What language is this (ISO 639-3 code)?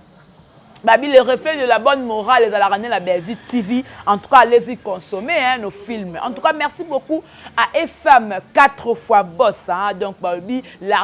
lin